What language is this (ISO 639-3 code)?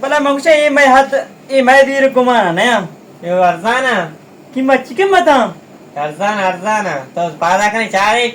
bal